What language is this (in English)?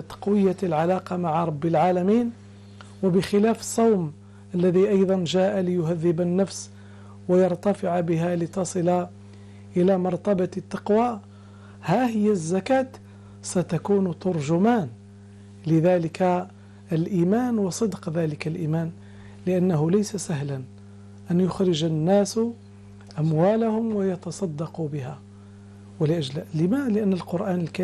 Arabic